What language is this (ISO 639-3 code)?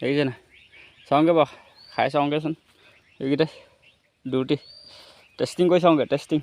asm